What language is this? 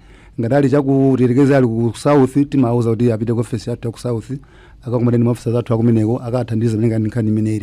Nyanja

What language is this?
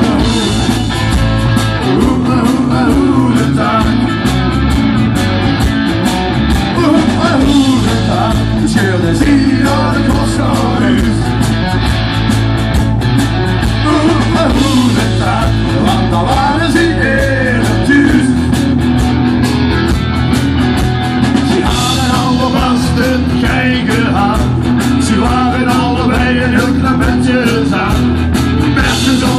Dutch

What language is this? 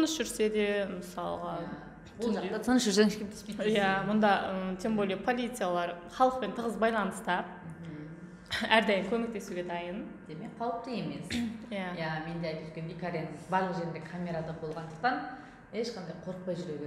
Kazakh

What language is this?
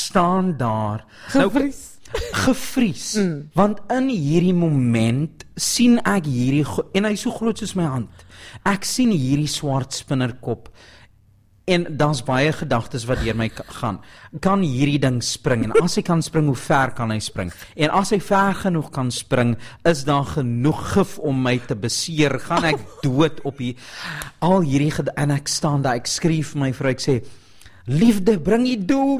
Afrikaans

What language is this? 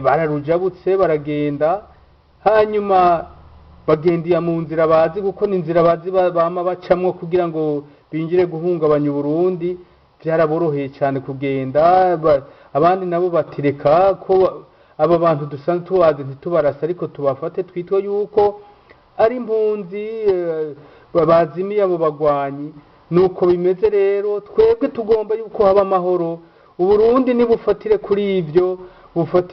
Rundi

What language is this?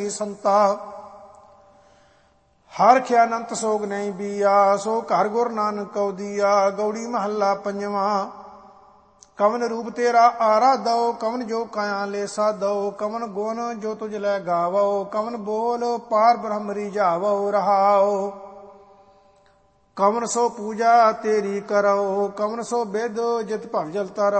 Punjabi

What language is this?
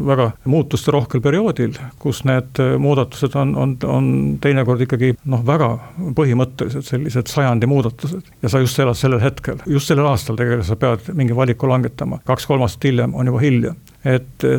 Estonian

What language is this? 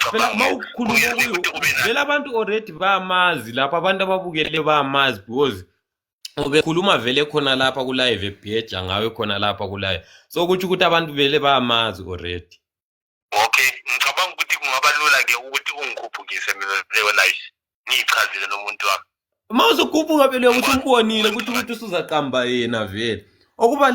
Zulu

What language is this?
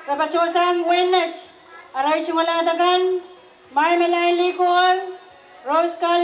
Pohnpeian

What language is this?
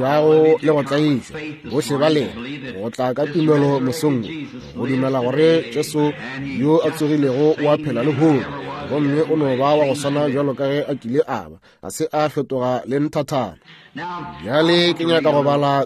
Northern Sotho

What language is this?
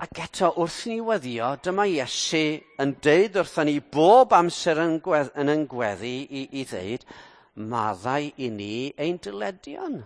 Welsh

